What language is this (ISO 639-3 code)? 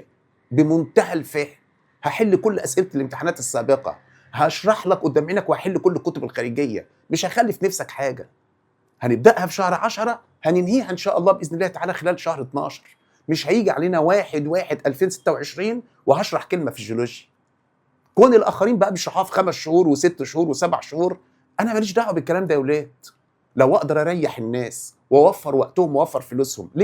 arz